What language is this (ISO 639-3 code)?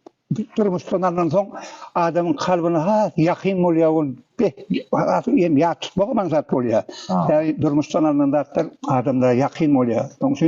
tuk